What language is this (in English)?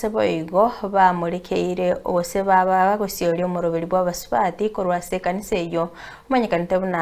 Gusii